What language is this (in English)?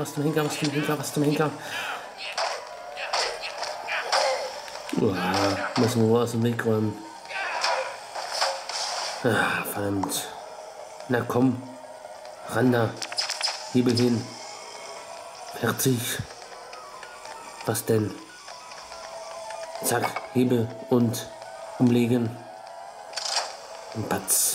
German